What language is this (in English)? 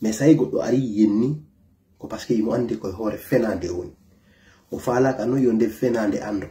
Fula